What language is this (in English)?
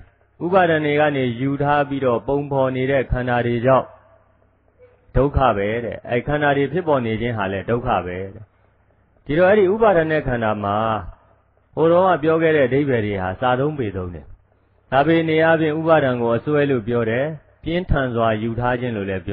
Burmese